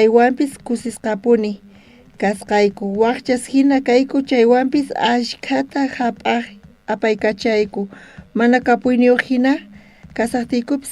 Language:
South Bolivian Quechua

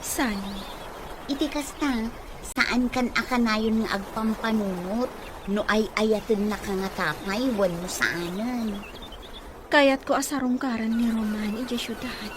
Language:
Iloko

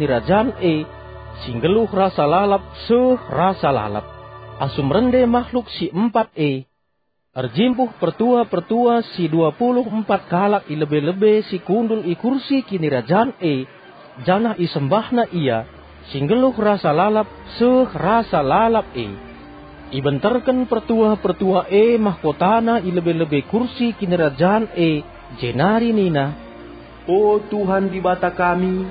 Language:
Batak Karo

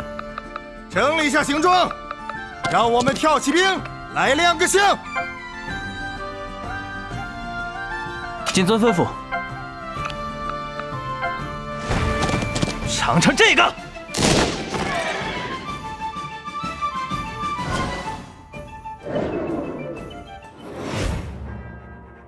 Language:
Chinese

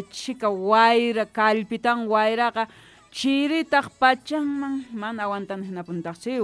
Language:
Quechua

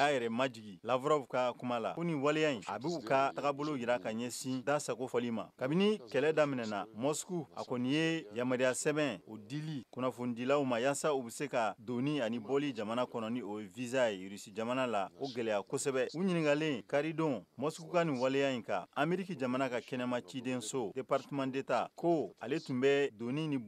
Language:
Bambara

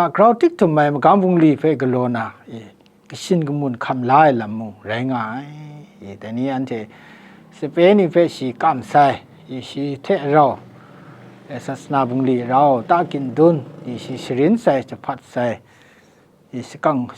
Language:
Kachin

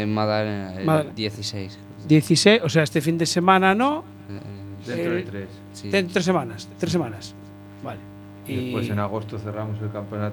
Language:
Spanish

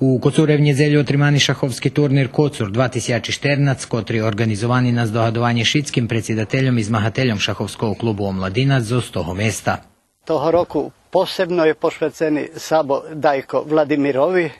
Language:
Rusyn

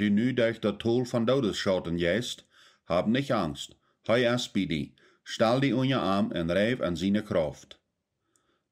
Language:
Plautdietsch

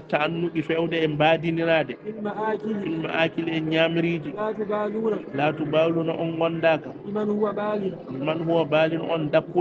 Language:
Fula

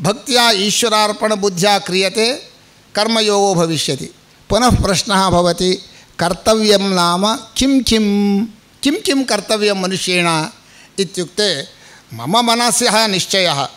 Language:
Sanskrit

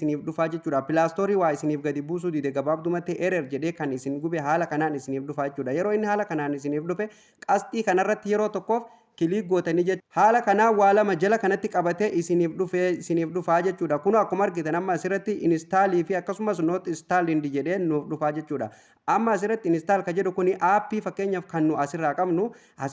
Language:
Oromo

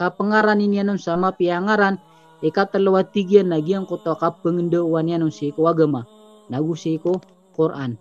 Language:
Maranao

